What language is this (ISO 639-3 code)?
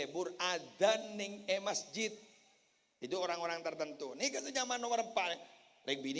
mad